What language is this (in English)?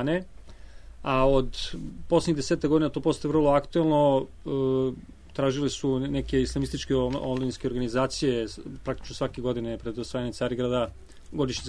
Serbian